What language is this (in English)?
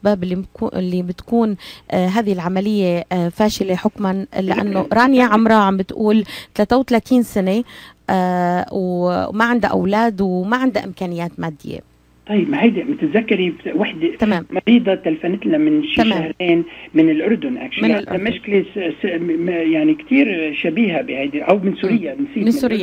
North Levantine Arabic